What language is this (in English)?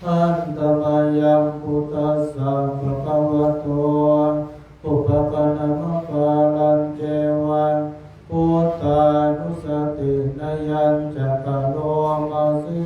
Pali